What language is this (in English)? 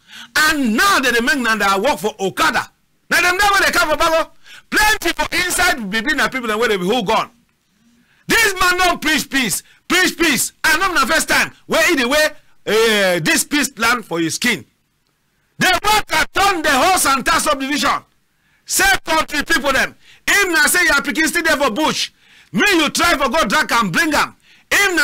Cameroon Pidgin